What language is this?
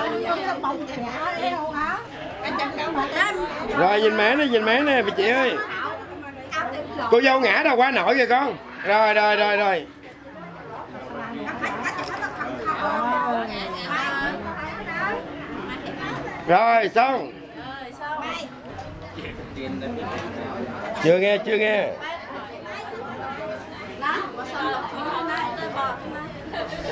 Vietnamese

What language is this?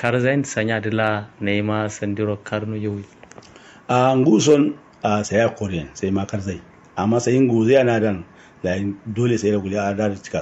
Kanuri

